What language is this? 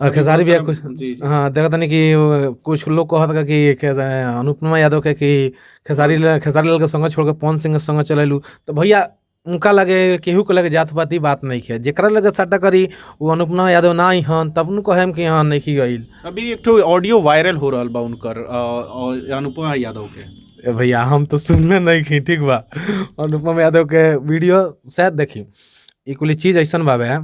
Bhojpuri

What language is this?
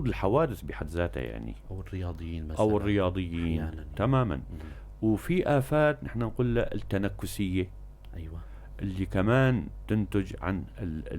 North Levantine Arabic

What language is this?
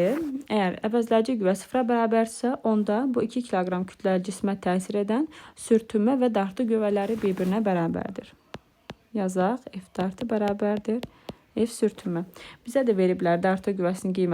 Azerbaijani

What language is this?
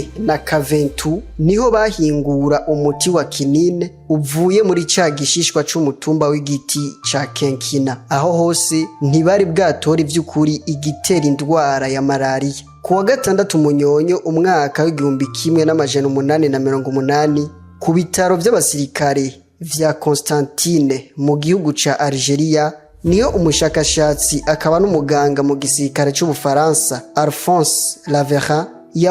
Rundi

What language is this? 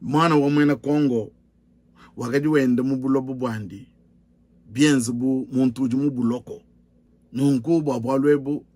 Luba-Lulua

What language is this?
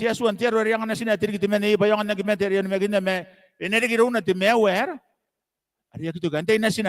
Gilbertese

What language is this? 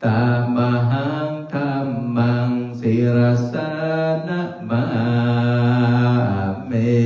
Pali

